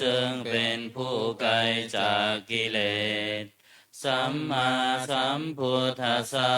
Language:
Pali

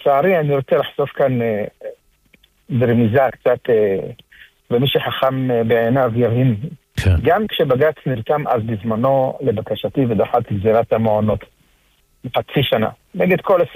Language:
Hebrew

